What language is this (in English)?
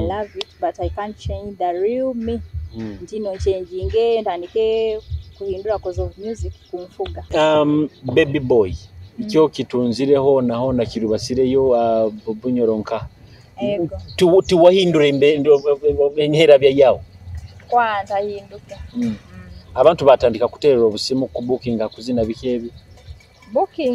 Nyoro